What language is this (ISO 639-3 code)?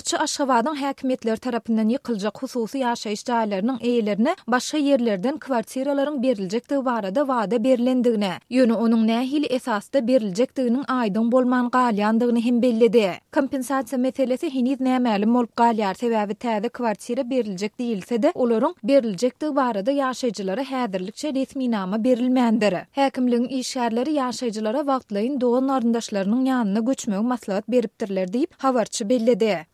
tuk